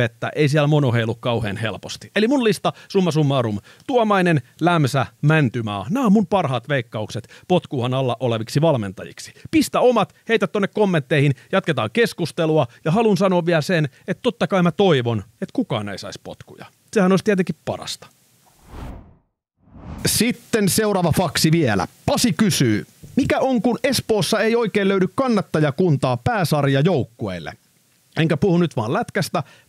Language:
Finnish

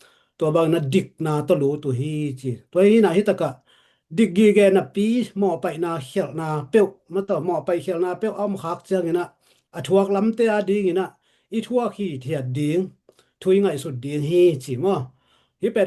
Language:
Tedim Chin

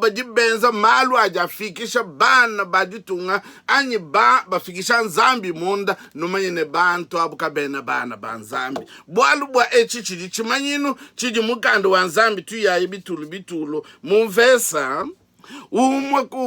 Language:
Luba-Lulua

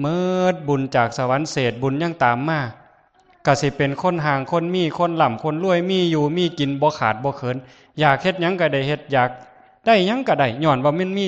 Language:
Northeastern Thai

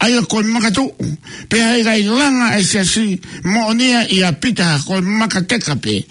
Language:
Tongan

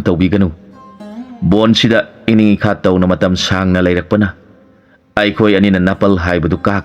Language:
Manipuri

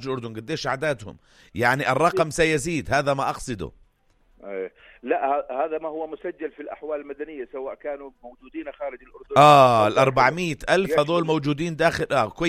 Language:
North Levantine Arabic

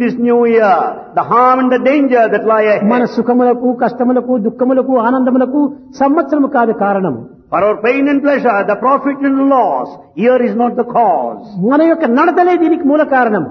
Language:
Telugu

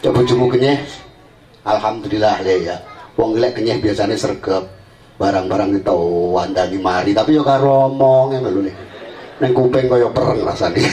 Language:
Javanese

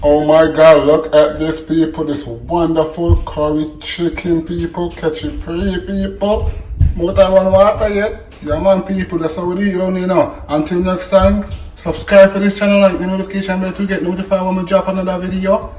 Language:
Jamaican Creole English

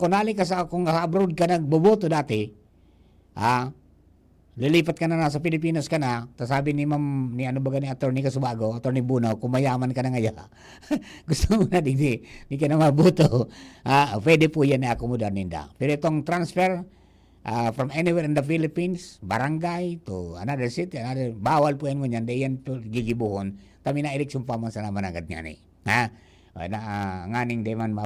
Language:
Bikol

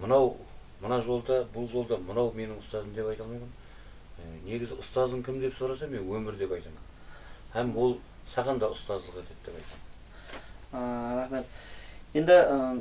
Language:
Kara-Kalpak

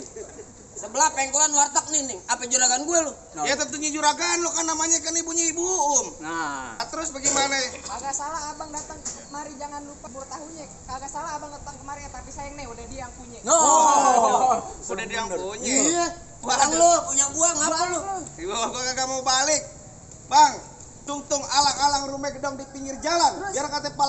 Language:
Betawi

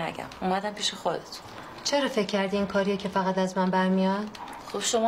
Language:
Persian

